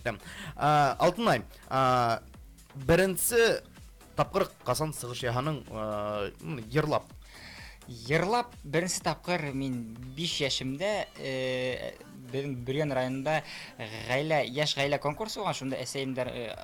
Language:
Bashkir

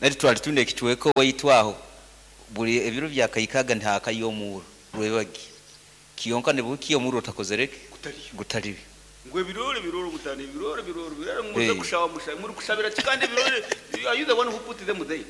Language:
Nyankole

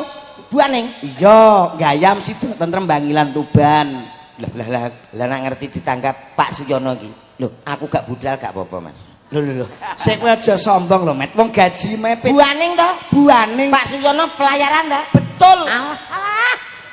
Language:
Javanese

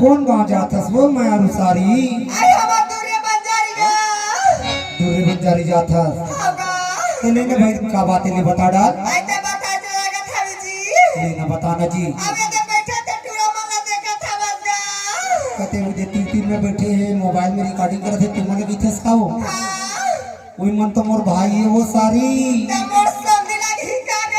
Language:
Chhattisgarhi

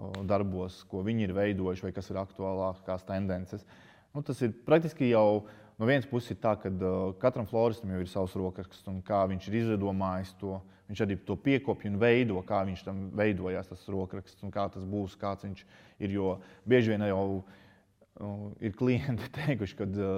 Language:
Latvian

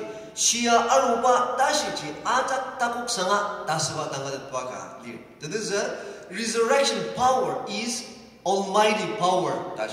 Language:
Ao Naga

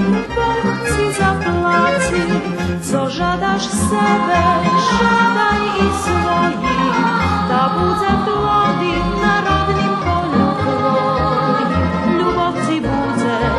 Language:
Rusyn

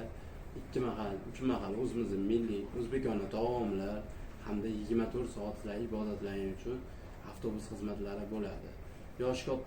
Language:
Uzbek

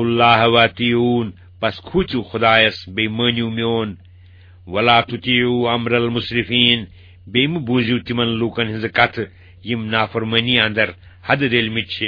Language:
Kashmiri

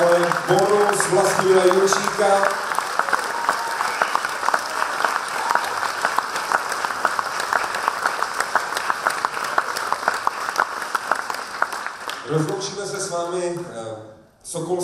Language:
Czech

